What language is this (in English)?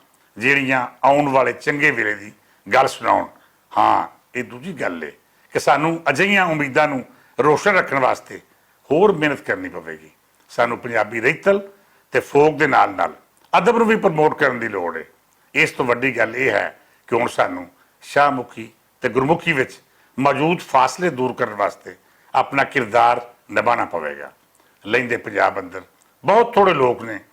Western Panjabi